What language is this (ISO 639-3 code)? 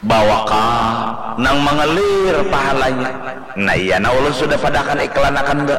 bjn